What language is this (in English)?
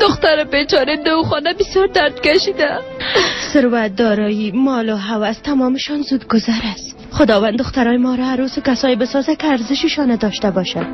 Persian